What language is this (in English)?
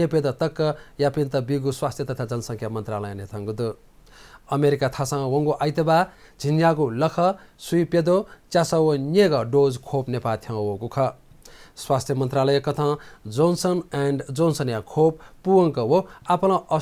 Newari